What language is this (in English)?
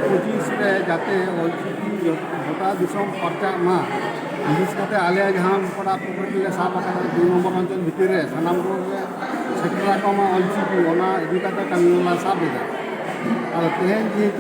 Santali